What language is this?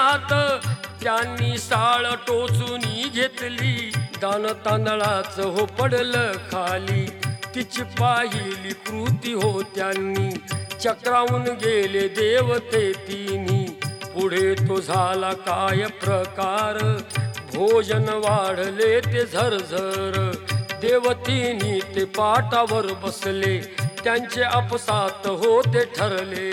Marathi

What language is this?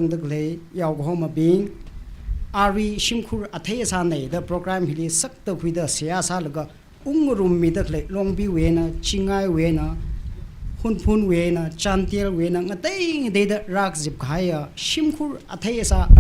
Tangkhul Naga (India)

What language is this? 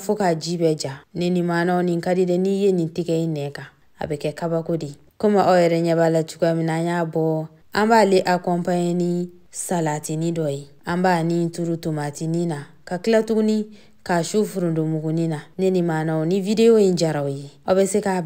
Bambara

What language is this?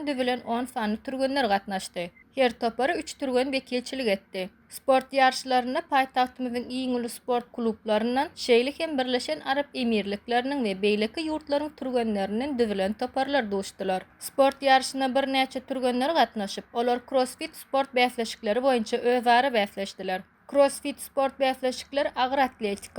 Turkmen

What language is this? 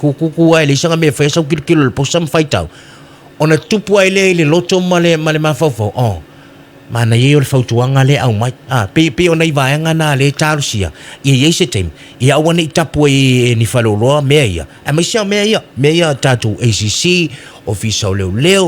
Samoan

